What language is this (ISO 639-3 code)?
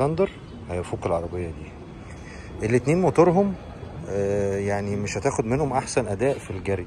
arz